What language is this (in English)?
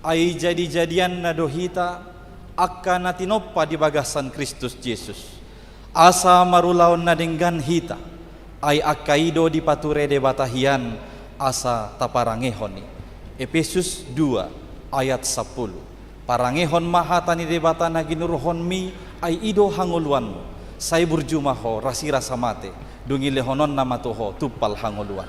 Batak Toba